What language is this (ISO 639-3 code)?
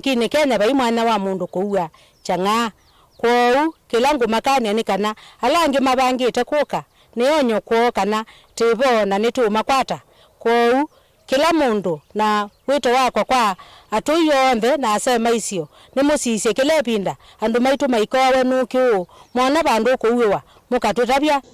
kam